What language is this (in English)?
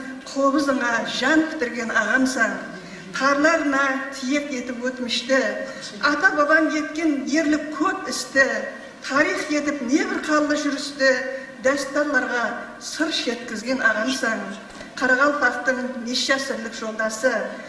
Kara-Kalpak